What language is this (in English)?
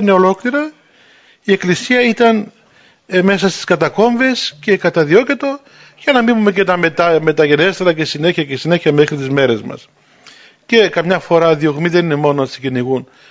Greek